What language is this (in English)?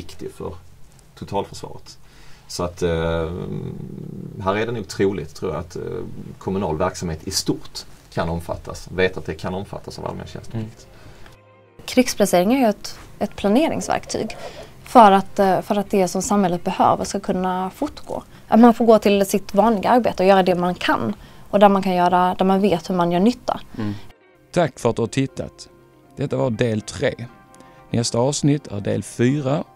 Swedish